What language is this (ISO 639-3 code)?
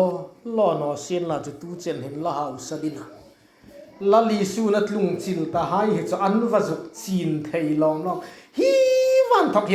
hmr